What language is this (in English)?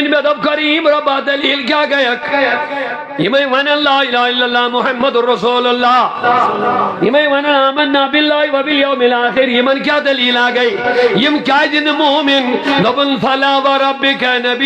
Kashmiri